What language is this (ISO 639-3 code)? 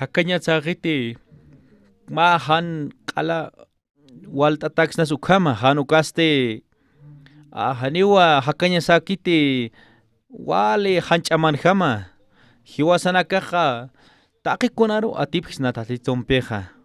aym